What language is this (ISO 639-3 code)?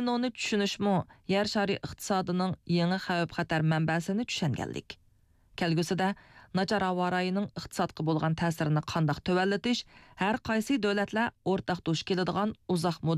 uig